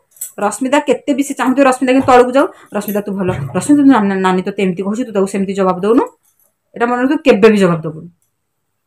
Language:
Odia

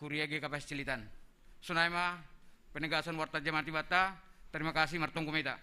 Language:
Batak Simalungun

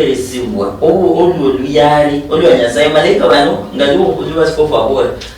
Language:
Luyia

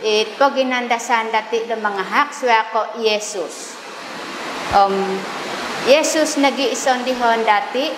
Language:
Central Dusun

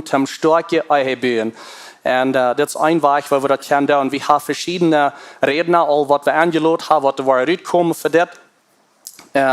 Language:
Plautdietsch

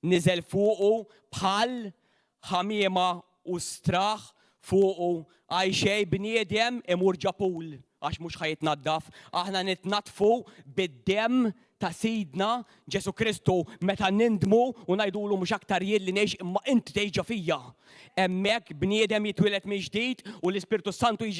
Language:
Maltese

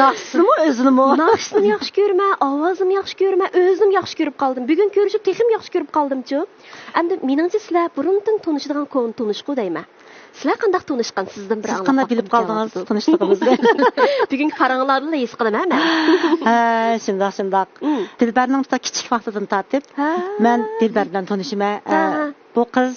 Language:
Uyghur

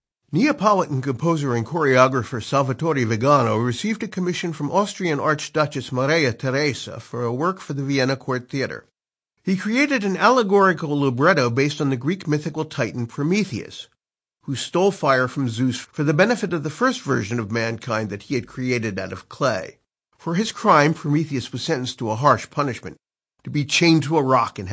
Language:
English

